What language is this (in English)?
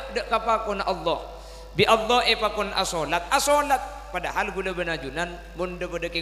Madurese